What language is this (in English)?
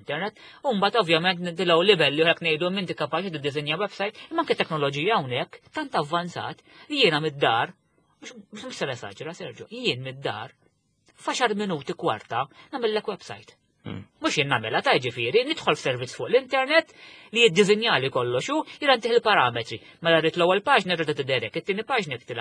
Maltese